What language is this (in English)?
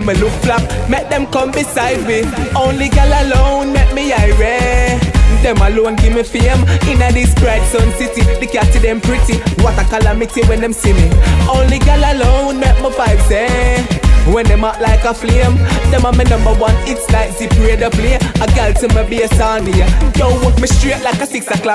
Jamaican Creole English